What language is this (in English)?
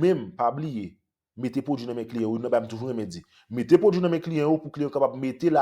Haitian Creole